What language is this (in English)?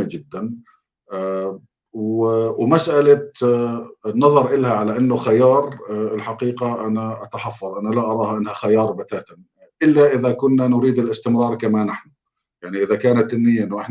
North Levantine Arabic